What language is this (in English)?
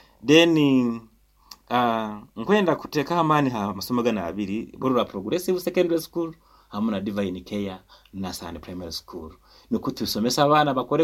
Nyoro